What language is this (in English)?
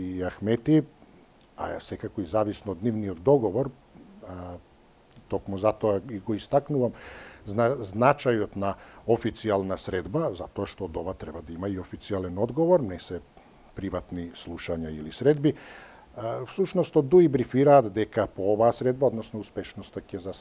Macedonian